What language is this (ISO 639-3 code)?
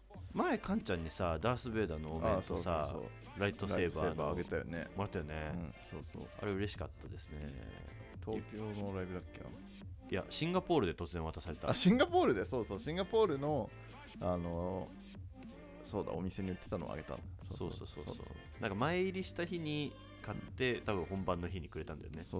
jpn